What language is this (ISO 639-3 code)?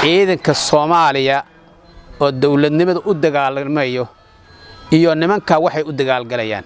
som